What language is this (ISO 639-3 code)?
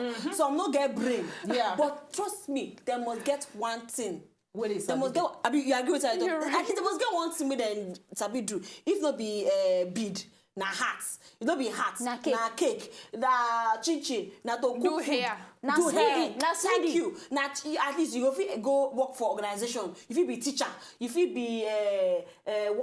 pcm